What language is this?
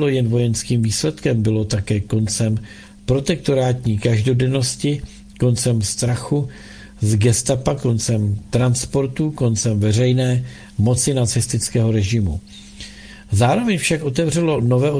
Czech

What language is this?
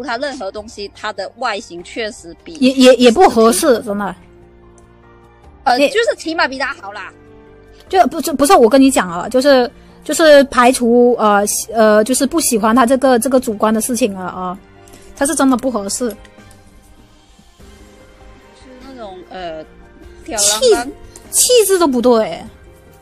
Chinese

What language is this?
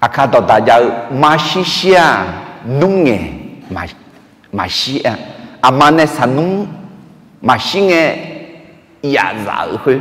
Akha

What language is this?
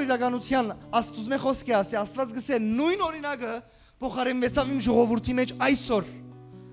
Western Armenian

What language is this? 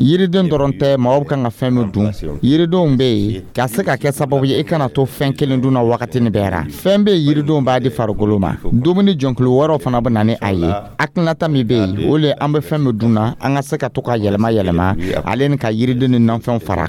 Dyula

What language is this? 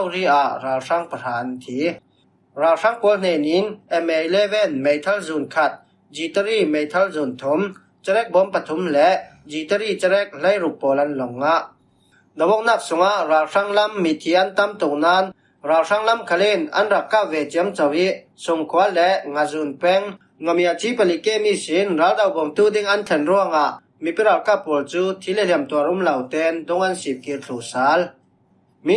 Falam Chin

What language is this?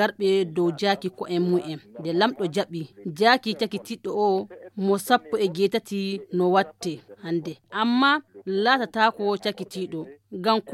Nigerian Fulfulde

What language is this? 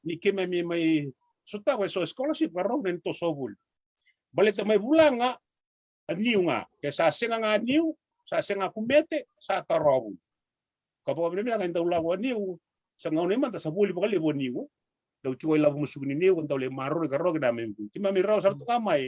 Fijian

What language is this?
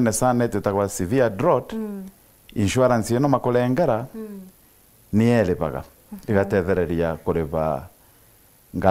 Meru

